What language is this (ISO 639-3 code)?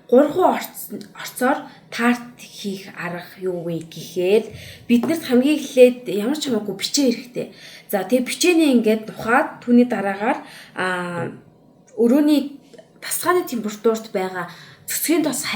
mon